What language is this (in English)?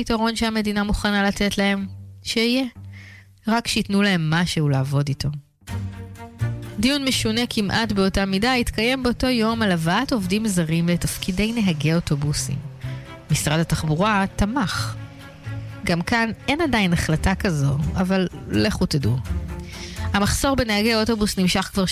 Hebrew